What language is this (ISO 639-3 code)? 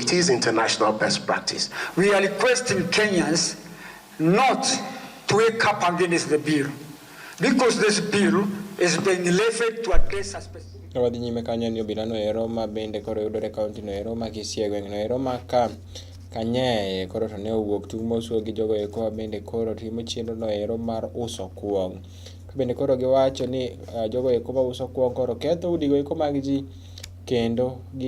luo